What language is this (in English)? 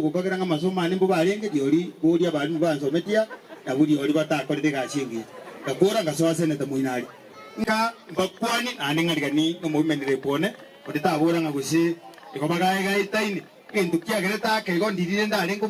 Gusii